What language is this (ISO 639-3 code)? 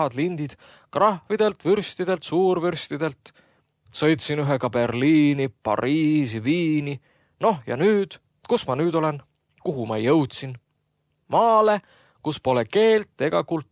est